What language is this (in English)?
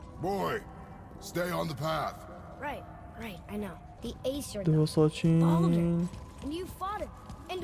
Kurdish